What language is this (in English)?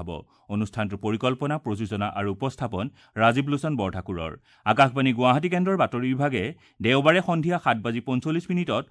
Assamese